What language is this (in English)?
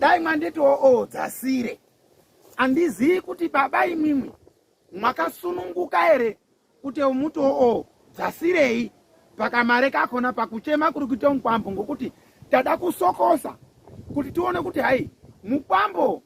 Shona